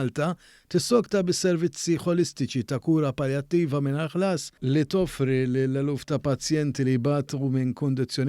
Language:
Maltese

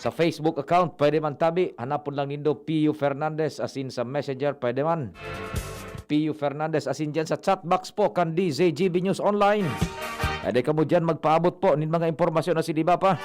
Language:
Bikol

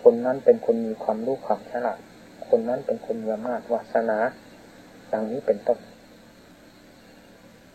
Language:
Thai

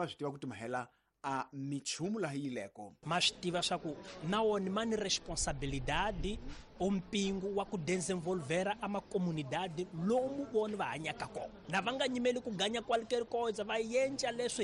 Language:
Tsonga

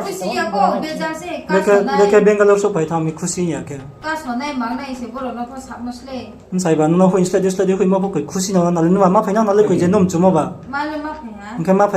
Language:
Riang (India)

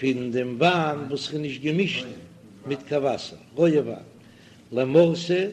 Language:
Yiddish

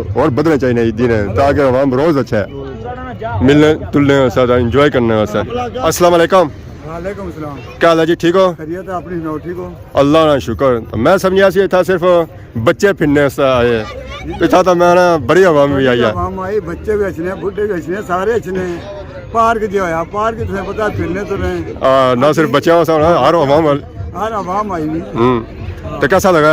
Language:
Pahari-Potwari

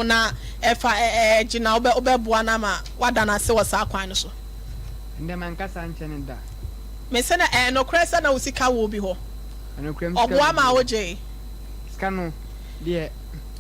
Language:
Akan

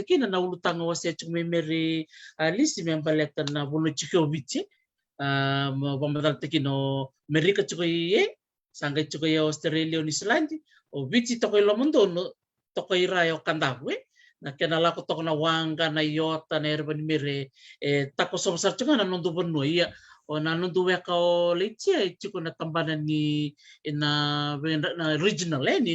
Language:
Fijian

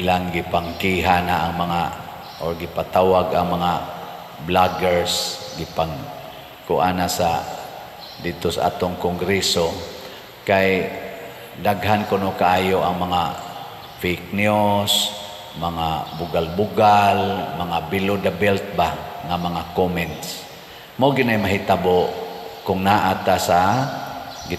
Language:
Cebuano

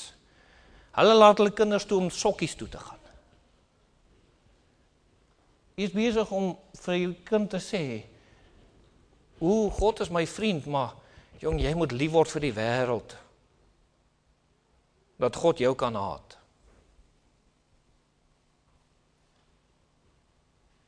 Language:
Afrikaans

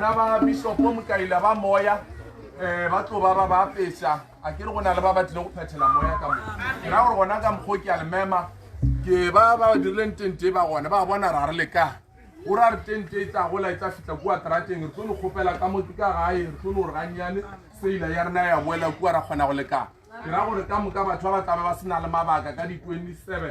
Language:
Northern Sotho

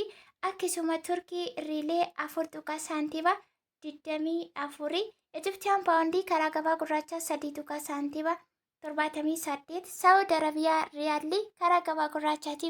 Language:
Oromo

